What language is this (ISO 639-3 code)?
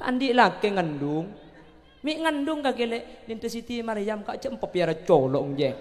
mad